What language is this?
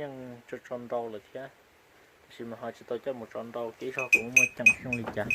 Hmong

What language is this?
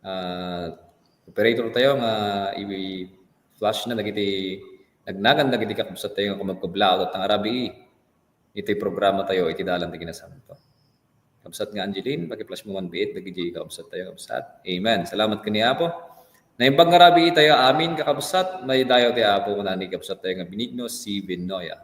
Iloko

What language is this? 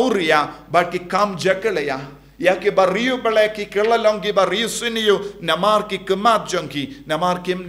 Khasi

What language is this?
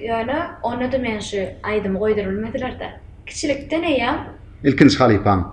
Turkmen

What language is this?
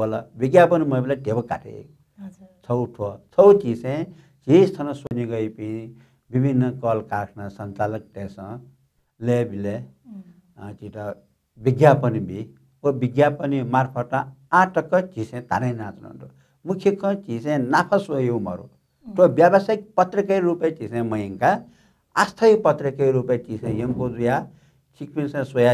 Newari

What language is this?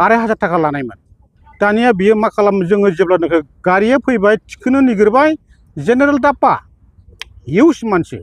Bodo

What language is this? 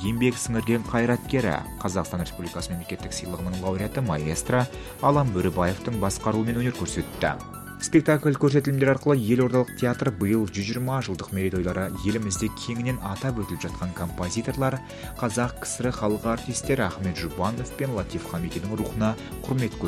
Kazakh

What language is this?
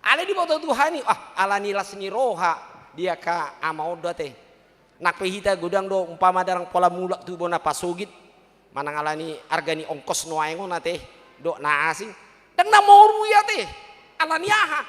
Batak Toba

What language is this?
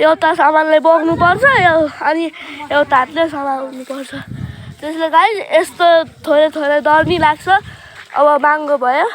Nepali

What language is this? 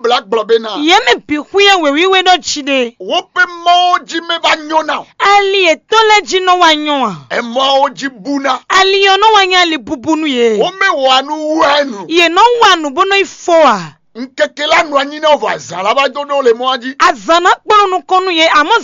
Fon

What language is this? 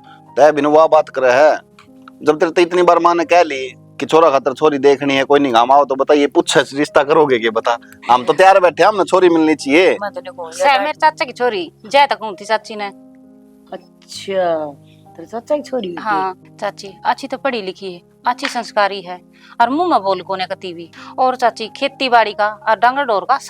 Haryanvi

